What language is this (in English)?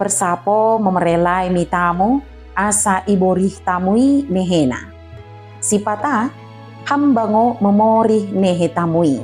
Batak Dairi